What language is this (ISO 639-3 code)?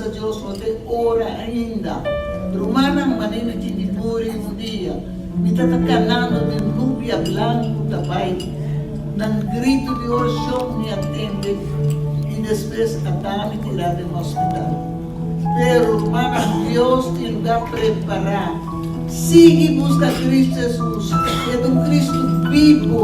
pap